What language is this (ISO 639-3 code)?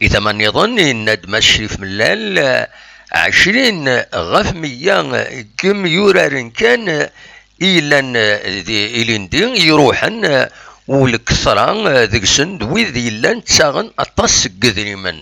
kab